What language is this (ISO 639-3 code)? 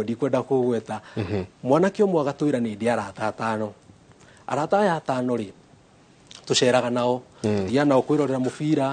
kik